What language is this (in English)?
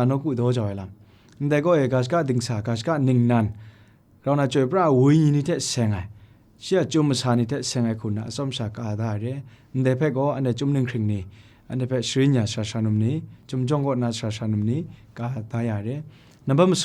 Kachin